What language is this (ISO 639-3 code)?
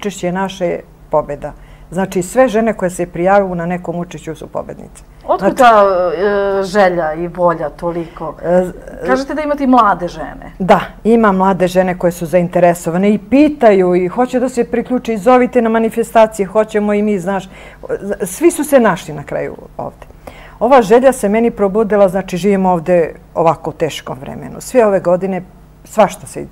srp